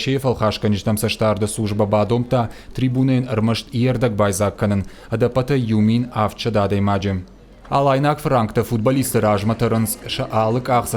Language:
Ossetic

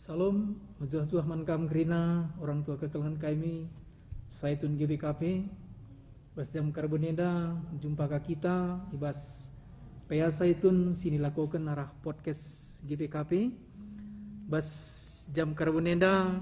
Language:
Batak Karo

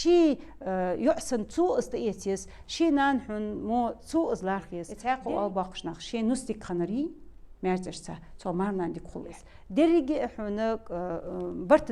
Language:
Ingush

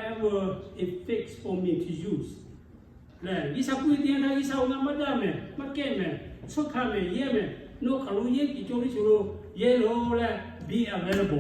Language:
Lahu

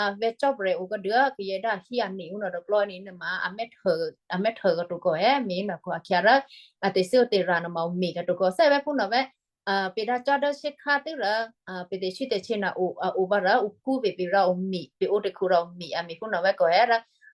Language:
Western Kayah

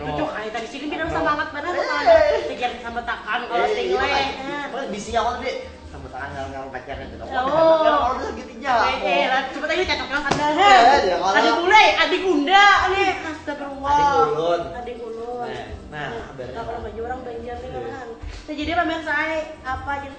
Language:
Banjar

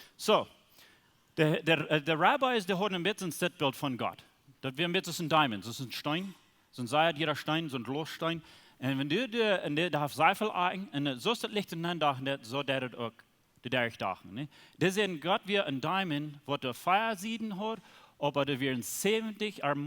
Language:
Plautdietsch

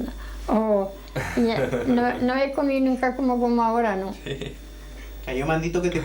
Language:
Aragonese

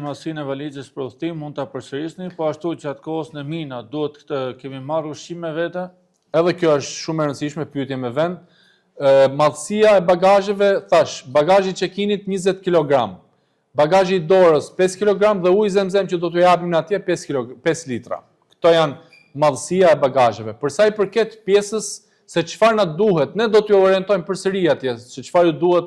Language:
Albanian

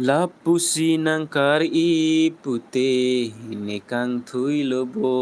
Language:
Karbi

